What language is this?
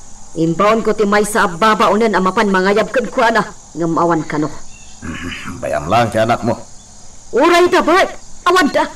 Iloko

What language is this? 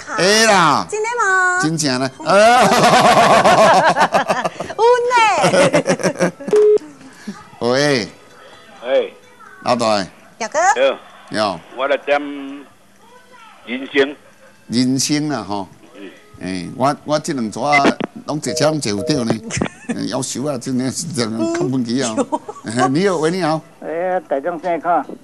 Min Nan Chinese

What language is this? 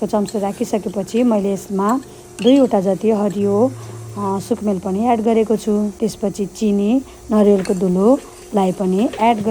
Nepali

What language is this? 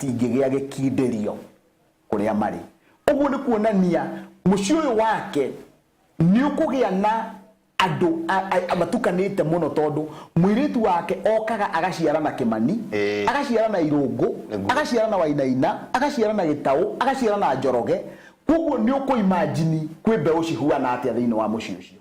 Kikuyu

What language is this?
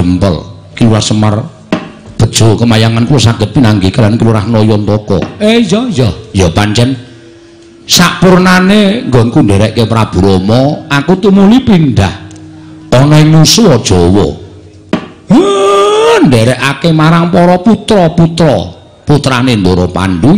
Javanese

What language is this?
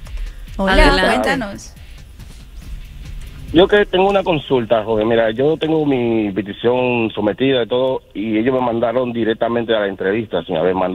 Spanish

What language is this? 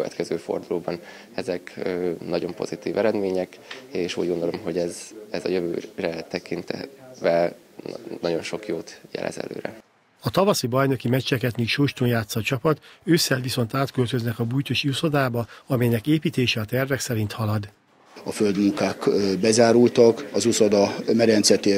Hungarian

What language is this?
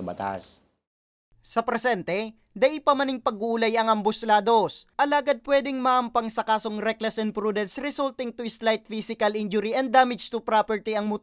Bikol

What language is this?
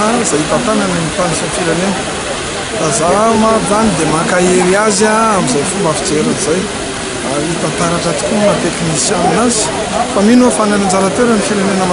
Malagasy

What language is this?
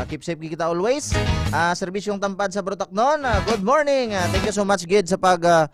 Hiligaynon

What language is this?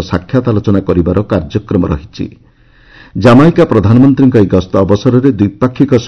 Odia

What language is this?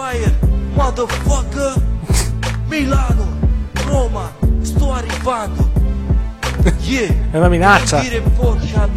Italian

